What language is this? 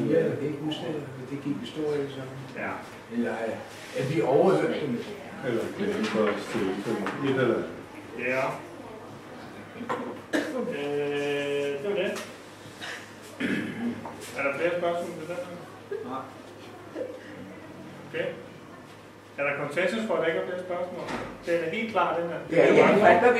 Danish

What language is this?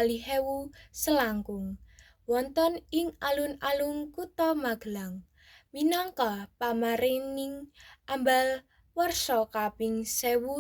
Javanese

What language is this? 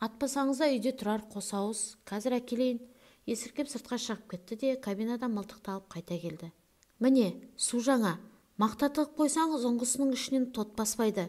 Kazakh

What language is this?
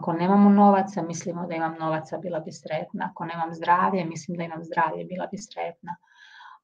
Croatian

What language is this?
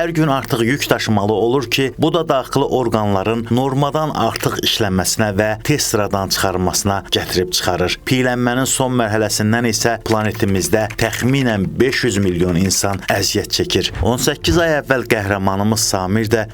Azerbaijani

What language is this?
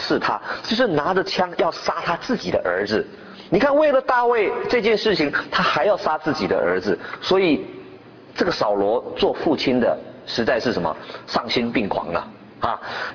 Chinese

